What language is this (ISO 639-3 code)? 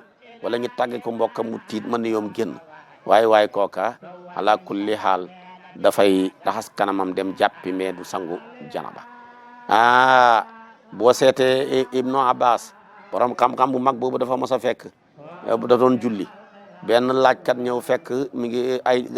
wol